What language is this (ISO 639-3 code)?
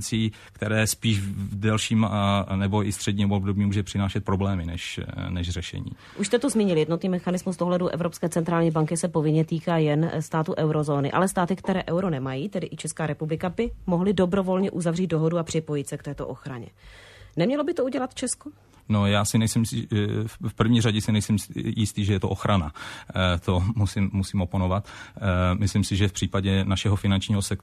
ces